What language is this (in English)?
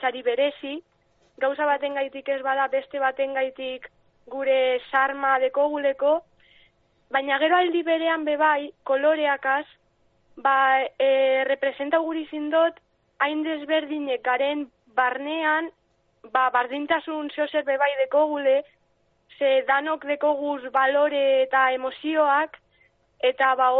Basque